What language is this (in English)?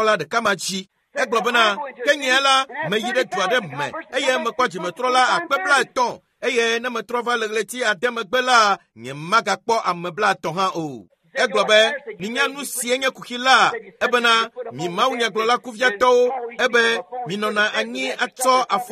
Ewe